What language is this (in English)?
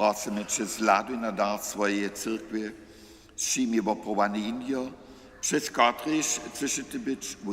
Upper Sorbian